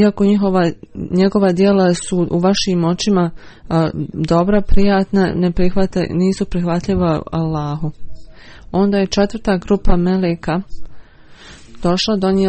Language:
Bosnian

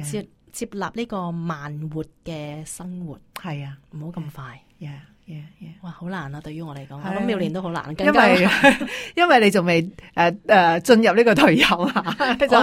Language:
Cantonese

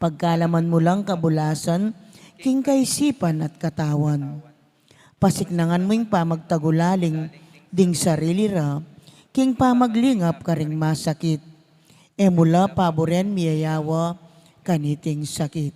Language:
Pampanga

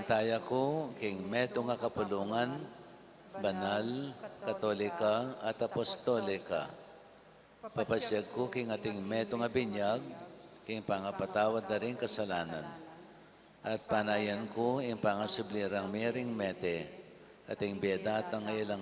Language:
Pampanga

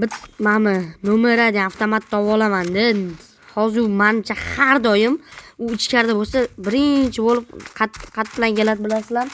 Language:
Uzbek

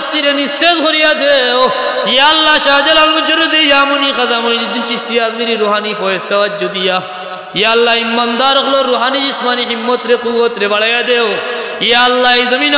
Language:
Sylheti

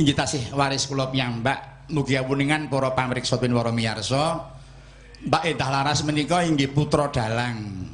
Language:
Javanese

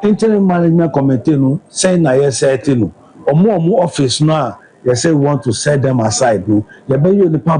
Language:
Akan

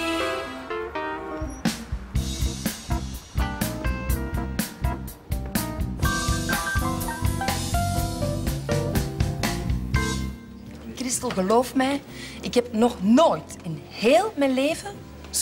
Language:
Dutch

